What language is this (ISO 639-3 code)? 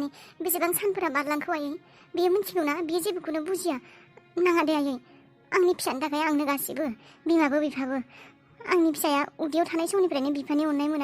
brx